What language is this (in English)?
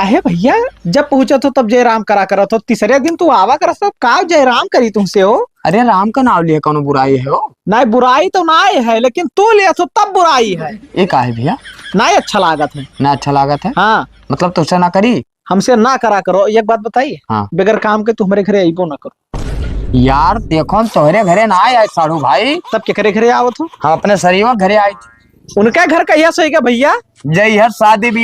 Awadhi